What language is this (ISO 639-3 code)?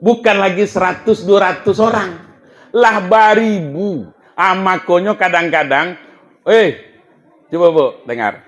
min